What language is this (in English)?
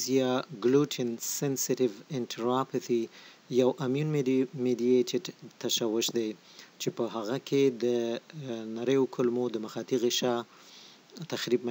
Pashto